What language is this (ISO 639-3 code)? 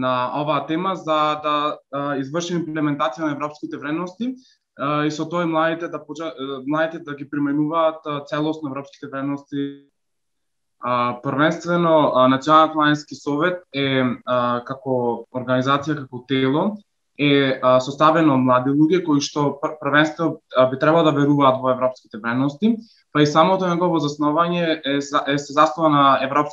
mkd